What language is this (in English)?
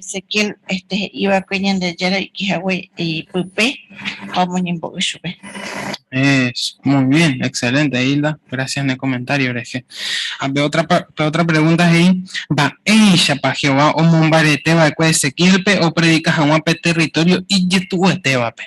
Guarani